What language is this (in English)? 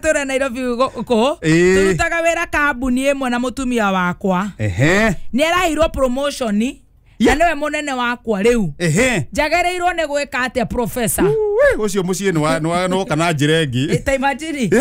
Kikuyu